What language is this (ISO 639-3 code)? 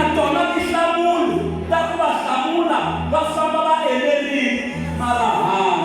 tso